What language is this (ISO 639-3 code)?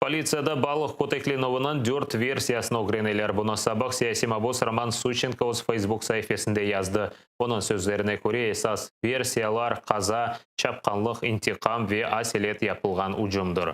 crh